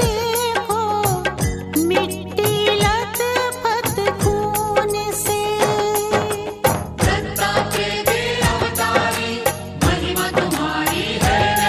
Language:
Hindi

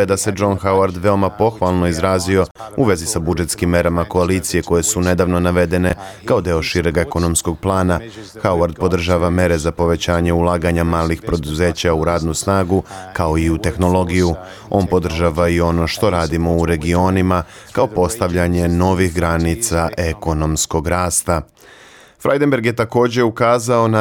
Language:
Serbian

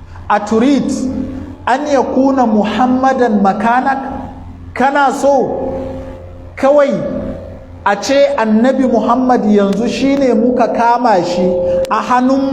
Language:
Hausa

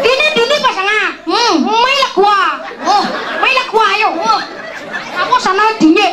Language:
Balinese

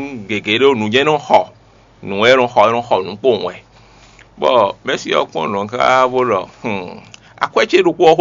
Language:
Fon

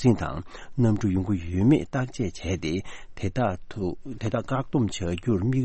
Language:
Tibetan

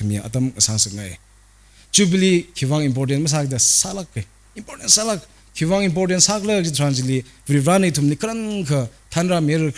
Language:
Tangkhul Naga (India)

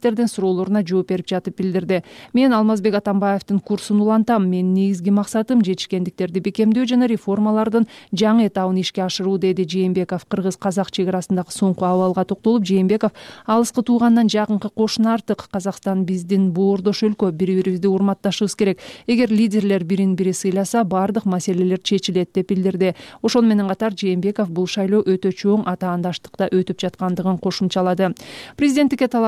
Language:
Kyrgyz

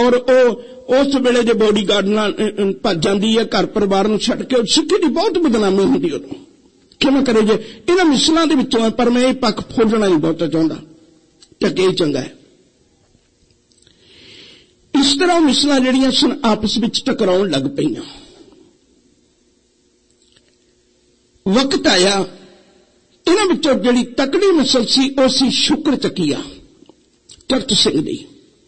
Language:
Punjabi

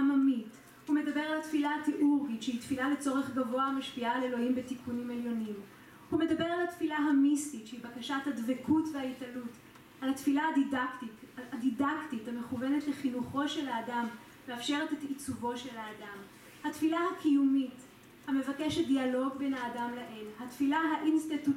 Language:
Hebrew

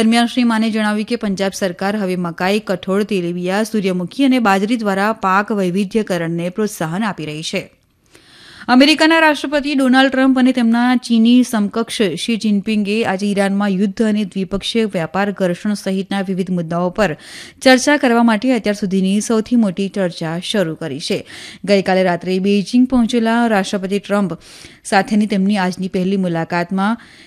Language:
Gujarati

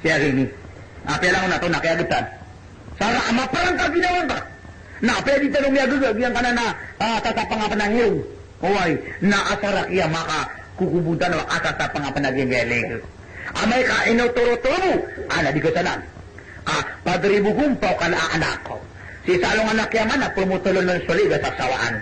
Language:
Maranao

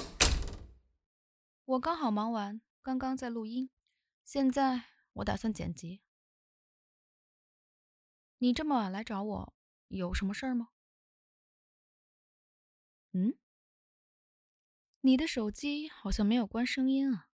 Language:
Chinese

